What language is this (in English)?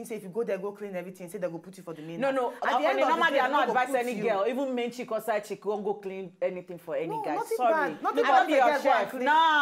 Nigerian Pidgin